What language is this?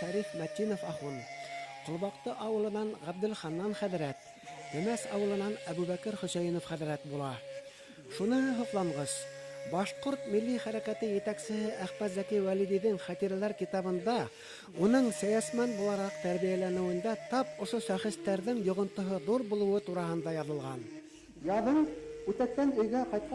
Bashkir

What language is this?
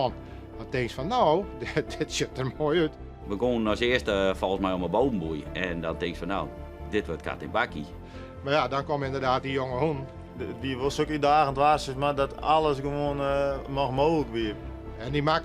Western Frisian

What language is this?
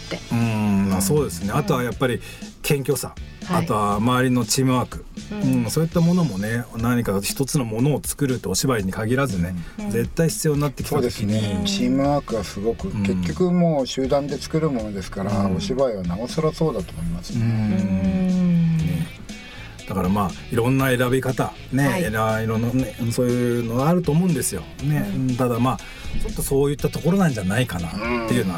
Japanese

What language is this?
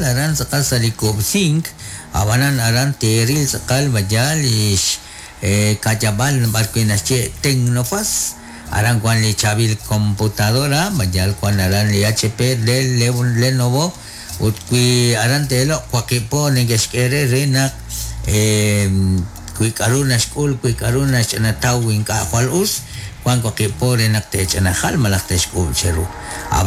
Kekchí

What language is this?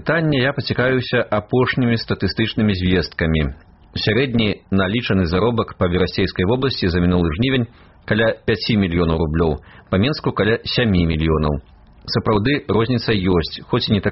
Belarusian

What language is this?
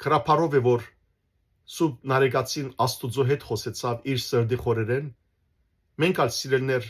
Western Armenian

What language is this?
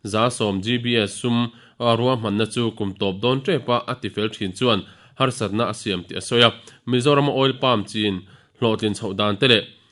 Mizo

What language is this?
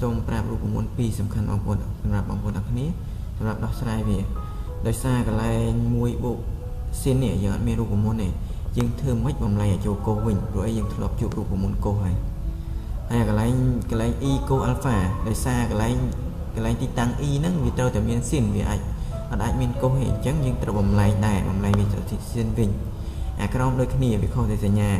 Khmer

